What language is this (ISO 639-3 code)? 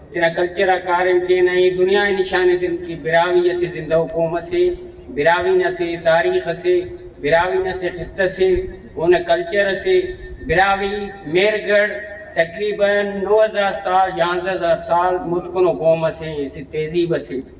brh